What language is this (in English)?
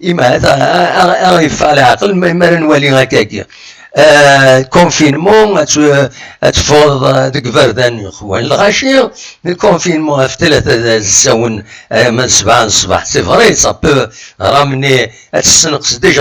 Kabyle